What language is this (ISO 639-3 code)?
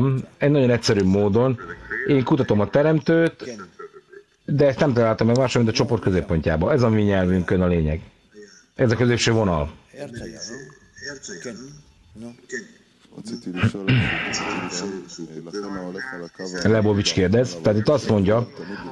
hun